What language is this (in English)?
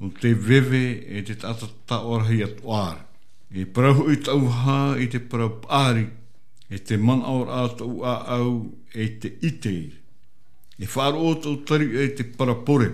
Tahitian